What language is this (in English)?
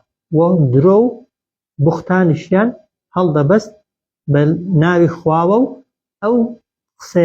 Central Kurdish